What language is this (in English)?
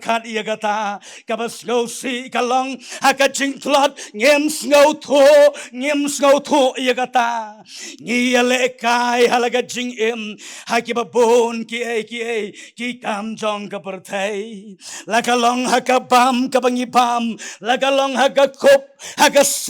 Khasi